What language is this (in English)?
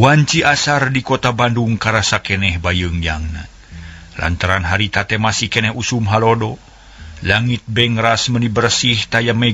Sundanese